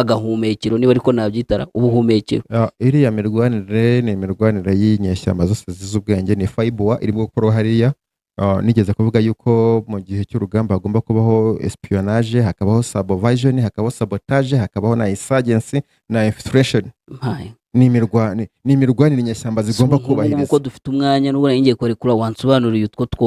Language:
Kinyarwanda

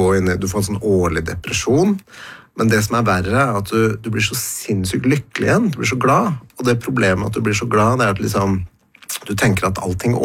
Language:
Norwegian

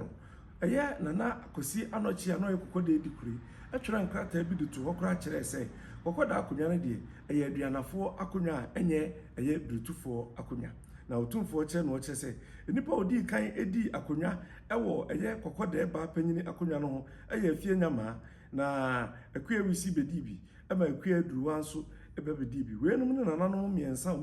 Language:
Akan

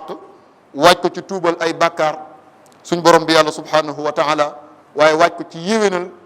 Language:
Wolof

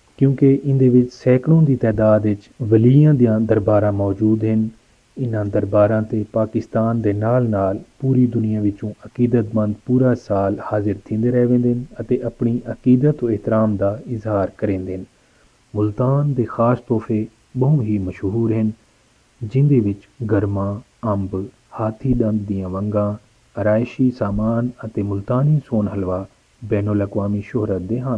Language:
Saraiki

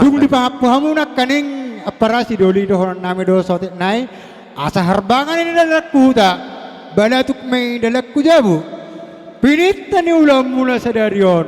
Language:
Batak Toba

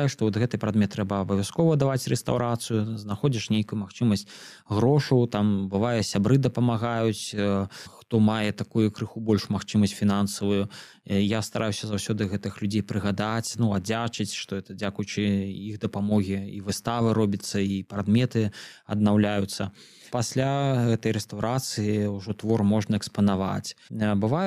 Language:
Belarusian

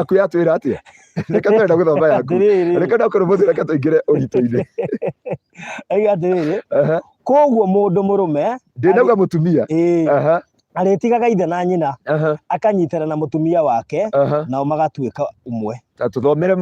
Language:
Kikuyu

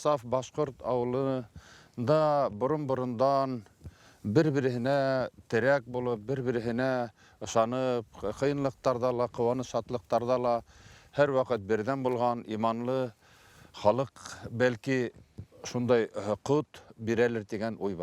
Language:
Bashkir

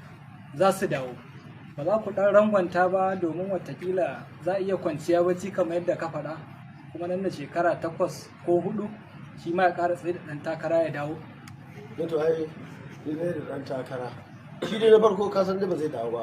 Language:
Hausa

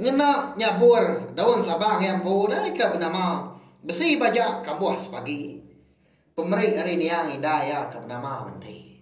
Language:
Iban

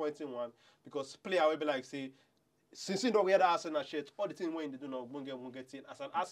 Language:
Nigerian Pidgin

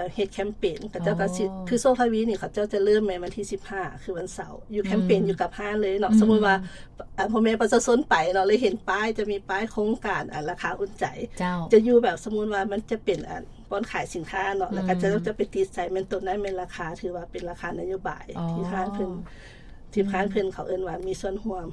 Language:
Lao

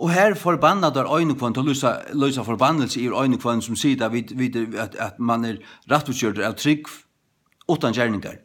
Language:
Faroese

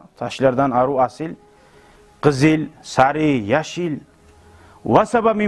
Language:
Kumyk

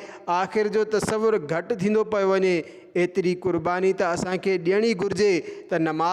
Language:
Sindhi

